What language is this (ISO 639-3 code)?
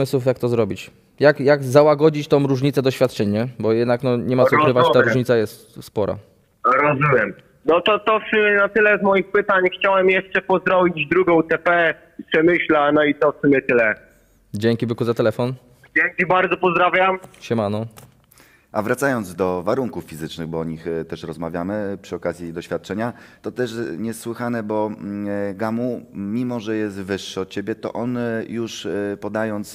pol